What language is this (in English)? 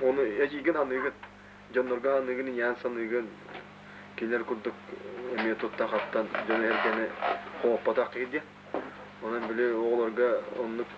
Yakut